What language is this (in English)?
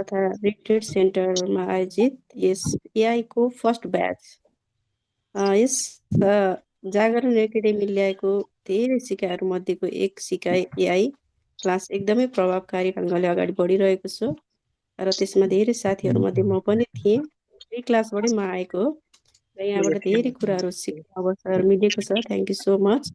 Nepali